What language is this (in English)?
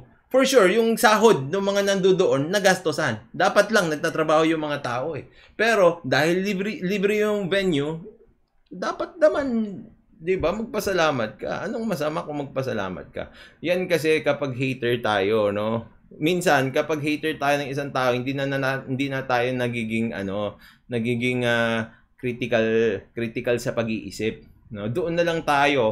Filipino